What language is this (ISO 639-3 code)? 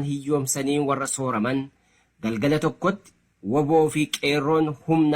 orm